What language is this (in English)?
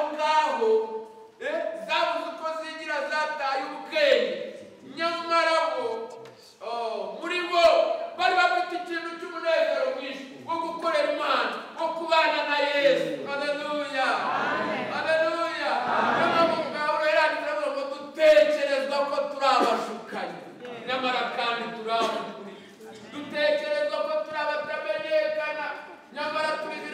Kinyarwanda